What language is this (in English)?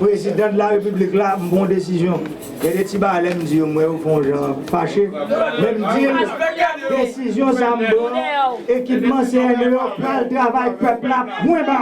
Haitian Creole